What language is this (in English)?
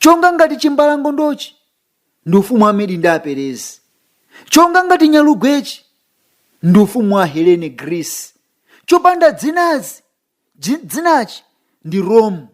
Nyanja